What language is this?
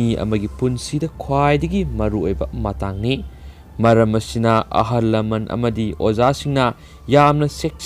Manipuri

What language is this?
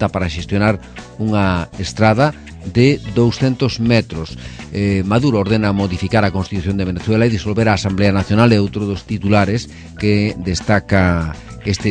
Galician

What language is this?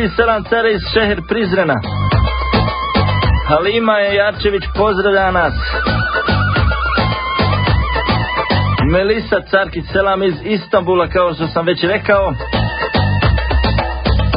Bosnian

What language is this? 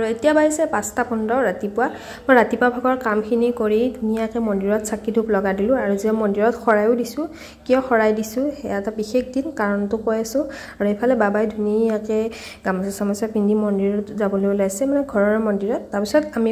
Assamese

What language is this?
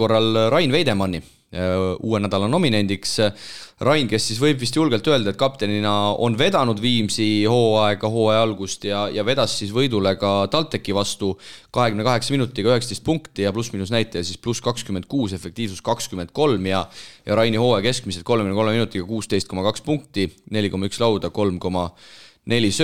Estonian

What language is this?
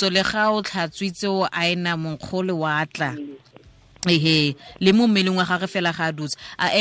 Tswana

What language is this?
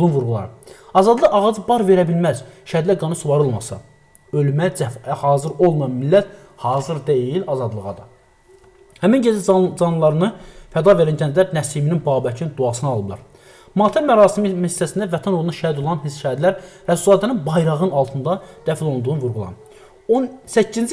Azerbaijani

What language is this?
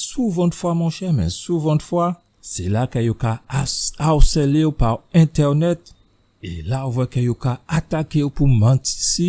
Guadeloupean Creole French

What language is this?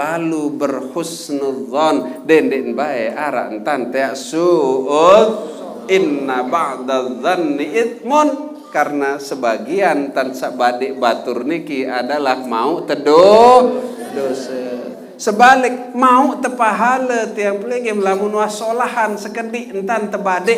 Sasak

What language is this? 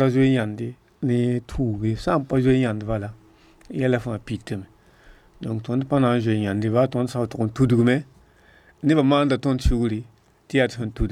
Mossi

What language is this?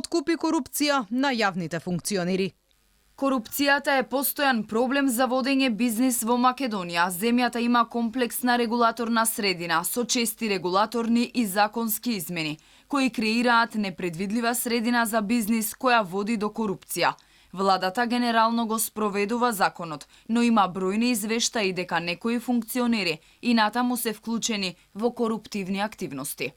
Macedonian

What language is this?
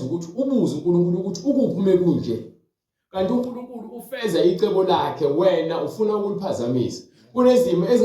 Zulu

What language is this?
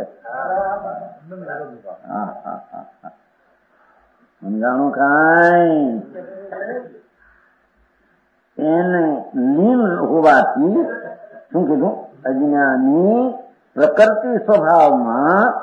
Gujarati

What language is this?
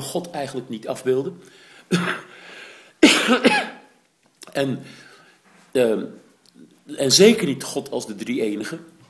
Dutch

